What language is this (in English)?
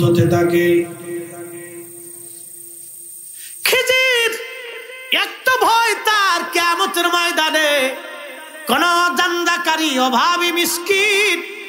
Bangla